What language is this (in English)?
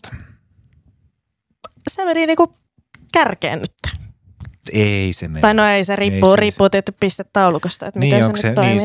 Finnish